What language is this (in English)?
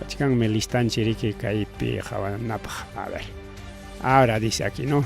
Ayacucho Quechua